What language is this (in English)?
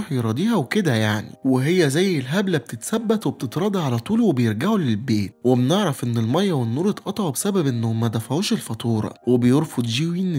Egyptian Arabic